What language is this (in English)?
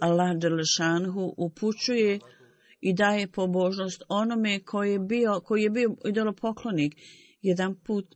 Bosnian